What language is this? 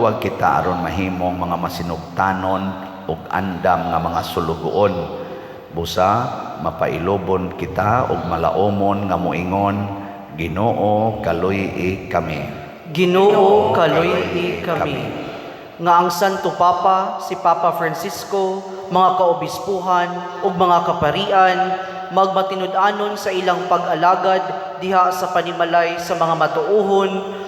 Cebuano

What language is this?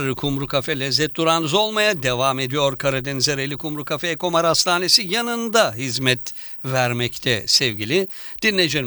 Turkish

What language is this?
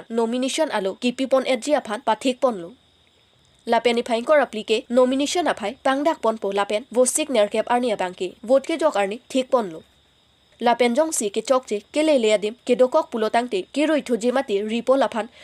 Karbi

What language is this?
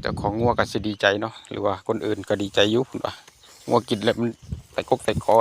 Lao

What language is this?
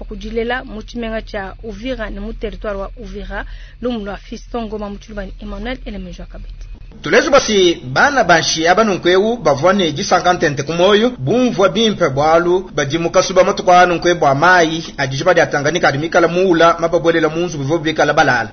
Luba-Lulua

